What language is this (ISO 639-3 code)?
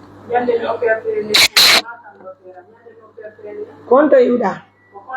fuf